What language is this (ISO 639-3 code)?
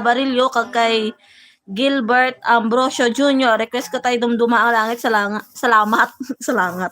hil